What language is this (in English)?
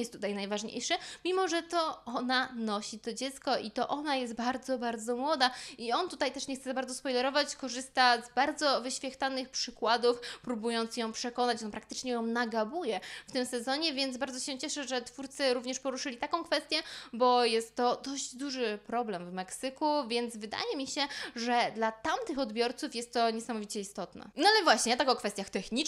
Polish